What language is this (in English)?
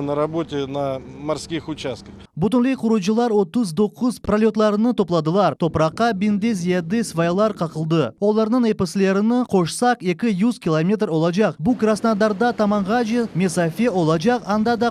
Crimean Tatar